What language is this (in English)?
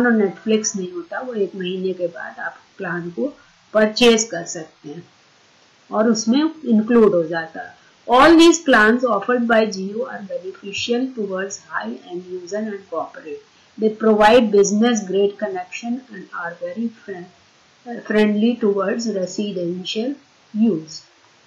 Hindi